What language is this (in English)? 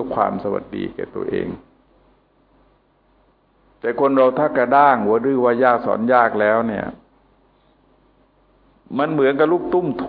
Thai